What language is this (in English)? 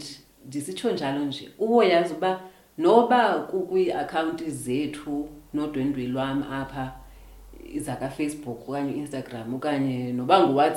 Xhosa